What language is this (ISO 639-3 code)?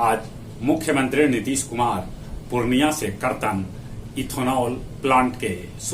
mag